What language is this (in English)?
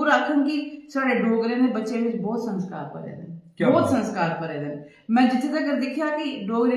Dogri